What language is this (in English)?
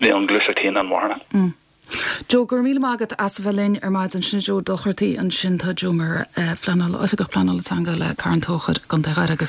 Irish